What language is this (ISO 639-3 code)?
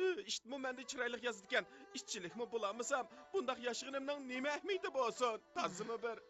uig